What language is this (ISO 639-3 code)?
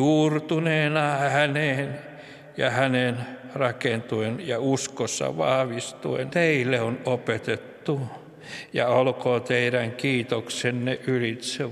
fin